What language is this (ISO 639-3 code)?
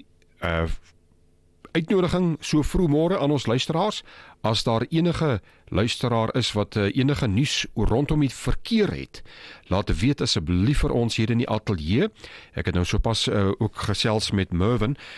afr